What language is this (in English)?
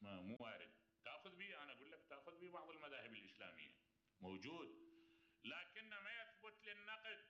Mesopotamian Arabic